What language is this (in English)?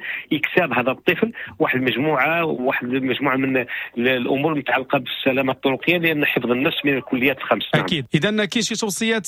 Moroccan Arabic